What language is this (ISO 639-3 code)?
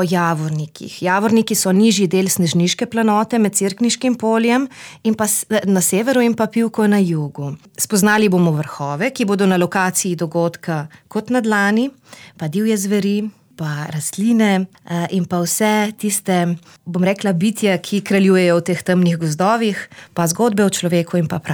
slv